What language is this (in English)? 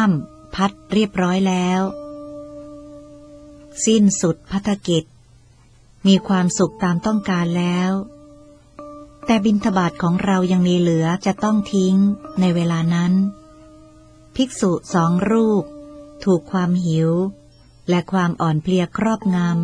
Thai